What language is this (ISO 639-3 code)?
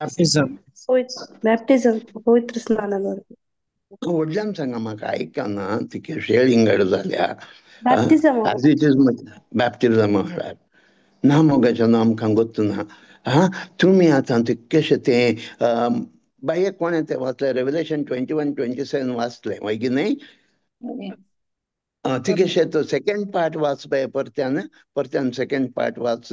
kok